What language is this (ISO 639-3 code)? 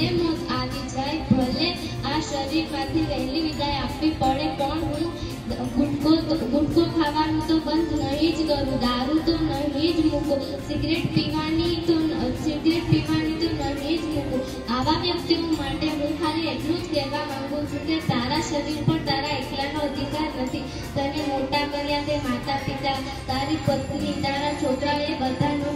guj